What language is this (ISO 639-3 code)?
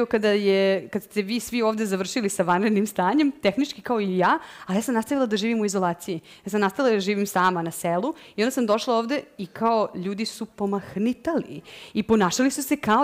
srp